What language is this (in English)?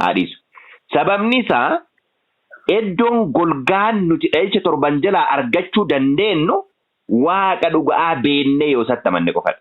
Oromo